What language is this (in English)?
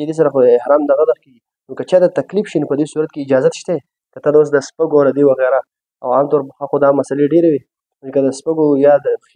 Pashto